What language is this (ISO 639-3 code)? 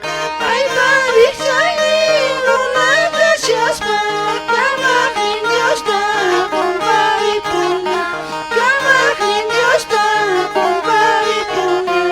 que